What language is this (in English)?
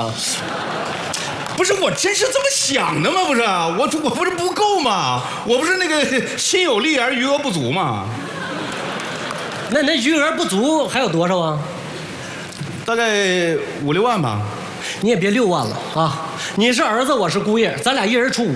Chinese